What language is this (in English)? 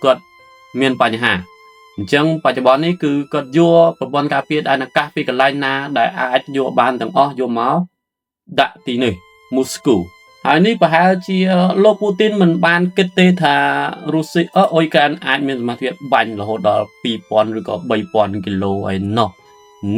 Khmer